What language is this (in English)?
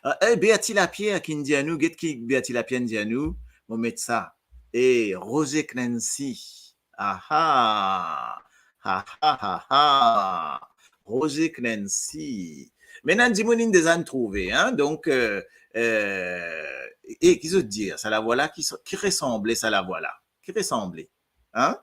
Morisyen